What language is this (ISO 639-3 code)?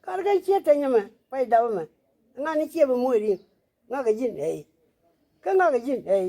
nus